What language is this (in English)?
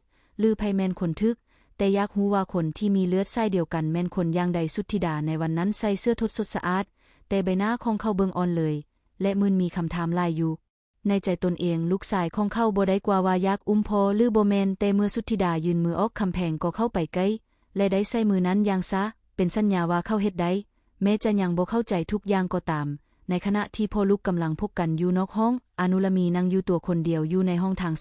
Lao